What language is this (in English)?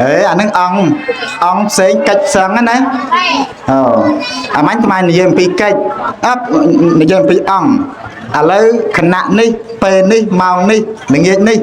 Khmer